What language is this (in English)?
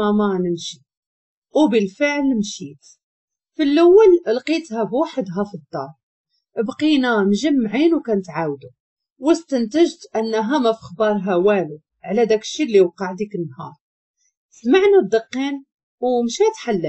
Moroccan Arabic